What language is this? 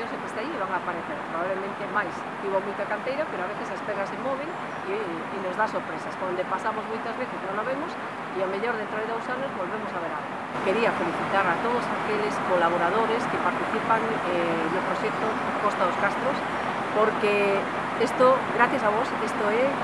Galician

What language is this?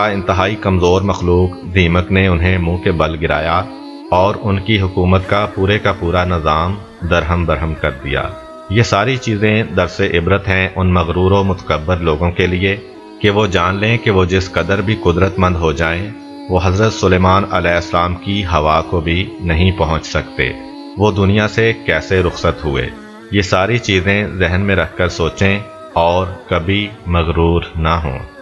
Urdu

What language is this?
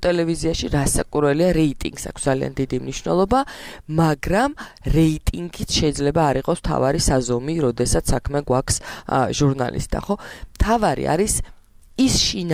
Georgian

